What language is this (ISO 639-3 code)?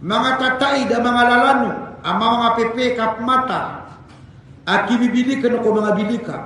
mrw